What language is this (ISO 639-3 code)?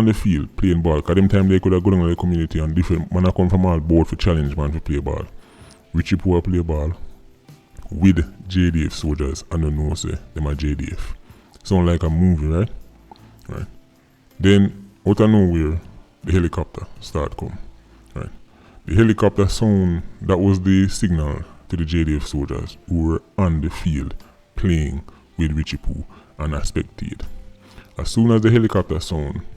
jam